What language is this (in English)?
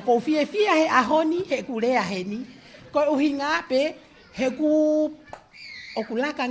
Tongan